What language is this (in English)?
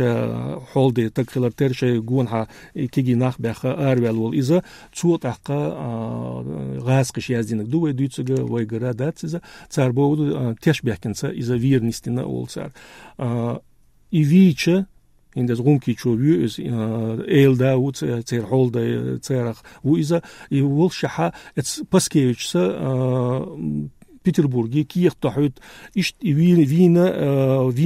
Chechen